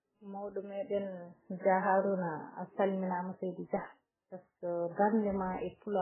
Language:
Fula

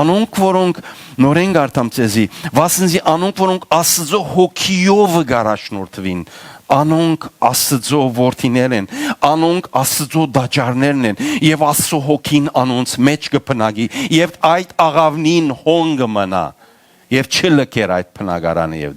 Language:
Western Armenian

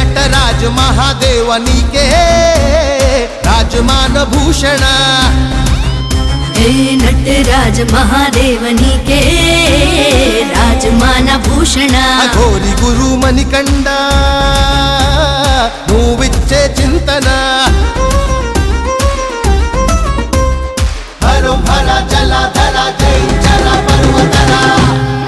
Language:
Telugu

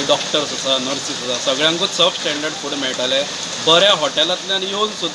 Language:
Konkani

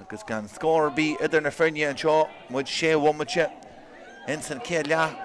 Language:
Irish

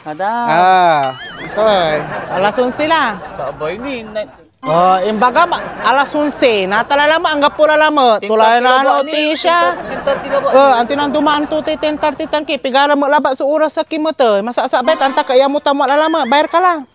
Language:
Pangasinan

